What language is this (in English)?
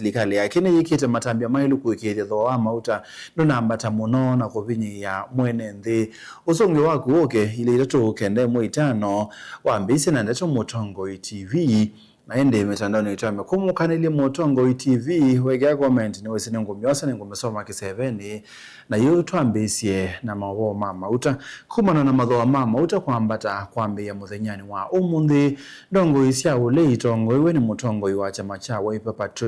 Kamba